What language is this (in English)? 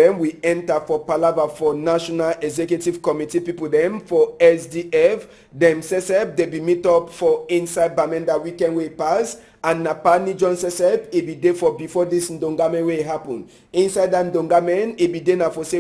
Cameroon Pidgin